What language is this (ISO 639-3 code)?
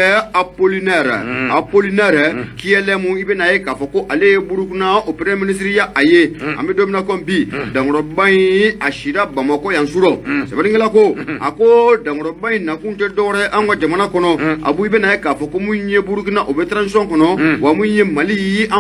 bam